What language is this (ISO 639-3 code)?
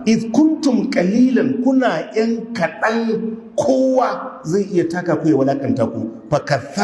hau